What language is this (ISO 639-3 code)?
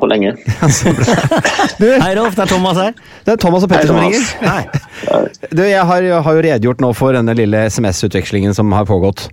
nor